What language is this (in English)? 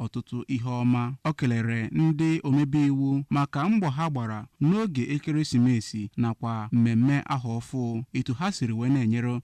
Igbo